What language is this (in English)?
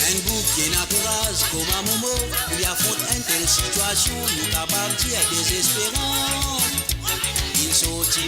Morisyen